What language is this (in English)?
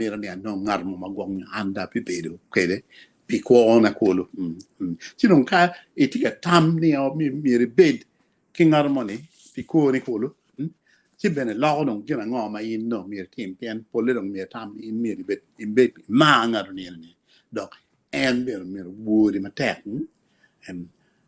Acoli